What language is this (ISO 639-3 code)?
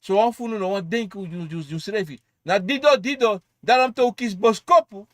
srn